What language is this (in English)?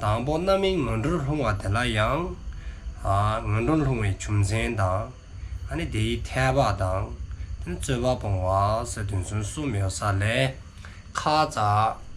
Dzongkha